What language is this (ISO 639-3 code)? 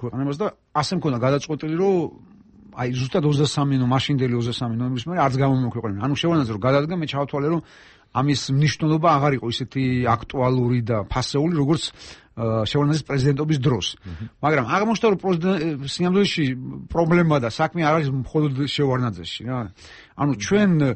kat